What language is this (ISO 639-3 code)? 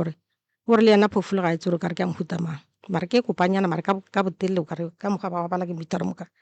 nso